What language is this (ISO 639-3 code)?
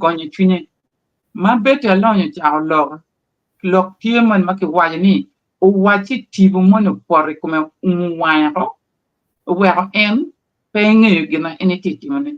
ach